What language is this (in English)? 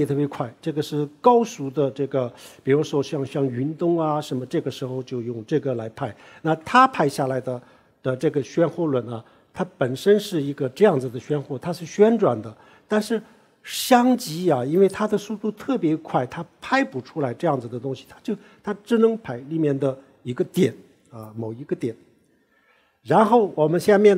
Chinese